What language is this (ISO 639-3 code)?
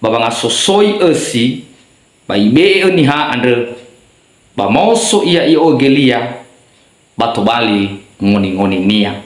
nia